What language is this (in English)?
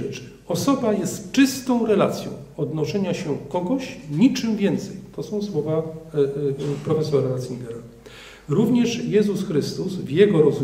Polish